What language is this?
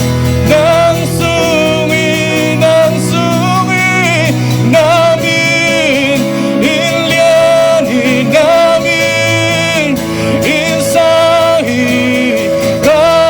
Tedim Chin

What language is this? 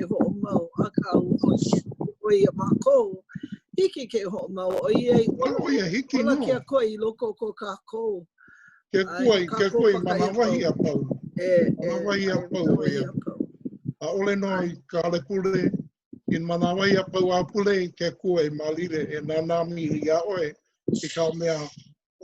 Hawaiian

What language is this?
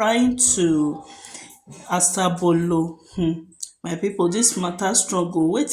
Nigerian Pidgin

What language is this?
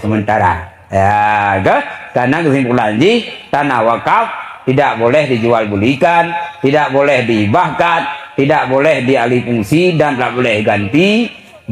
Achinese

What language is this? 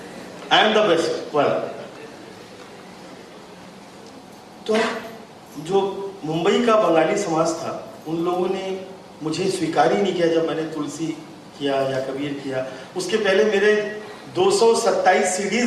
Hindi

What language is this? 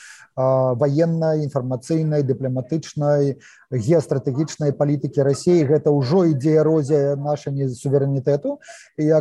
Belarusian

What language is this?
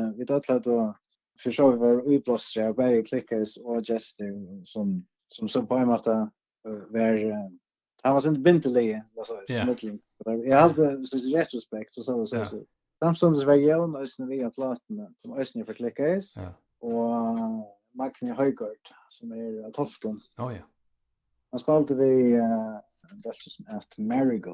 Faroese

